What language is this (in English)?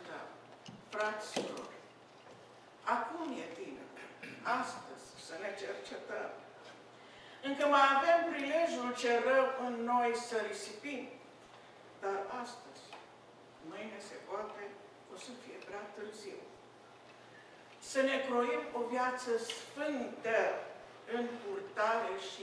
Romanian